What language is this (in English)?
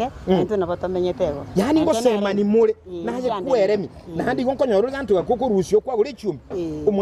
Gusii